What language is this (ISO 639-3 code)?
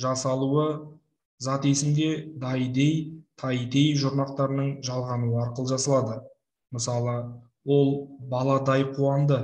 kaz